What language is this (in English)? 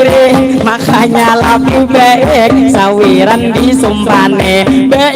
Banjar